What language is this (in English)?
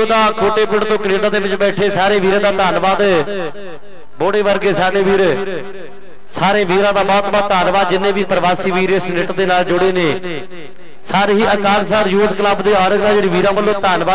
Punjabi